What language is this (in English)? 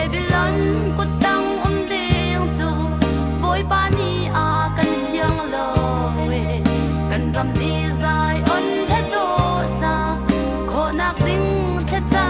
Hakha Chin